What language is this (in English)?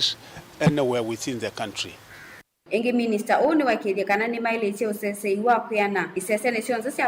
Kamba